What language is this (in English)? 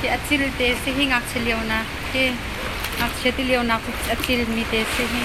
Hakha Chin